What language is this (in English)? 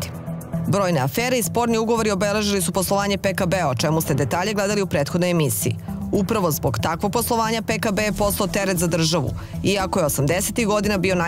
Serbian